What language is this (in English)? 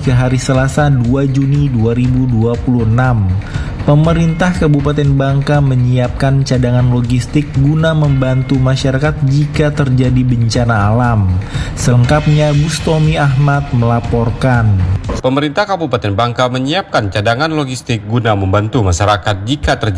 Indonesian